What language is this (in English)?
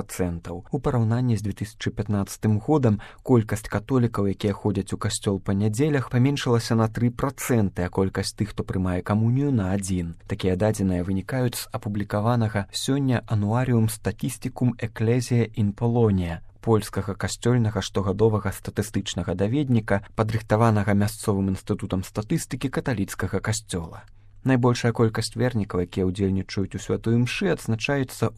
Belarusian